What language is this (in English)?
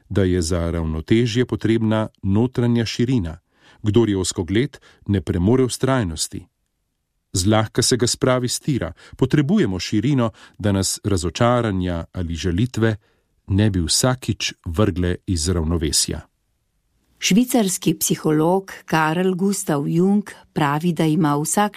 Slovenian